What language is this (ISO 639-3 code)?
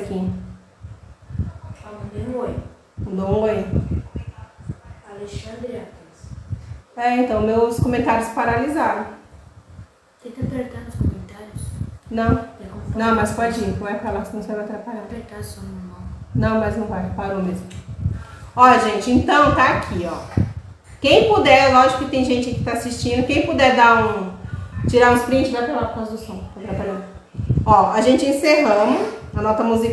por